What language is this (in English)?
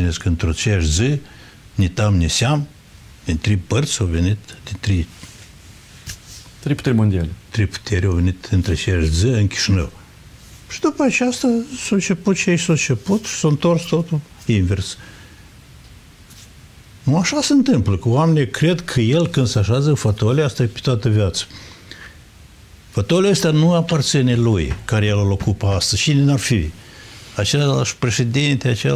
Romanian